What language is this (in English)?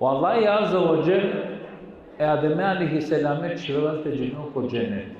Balkan Romani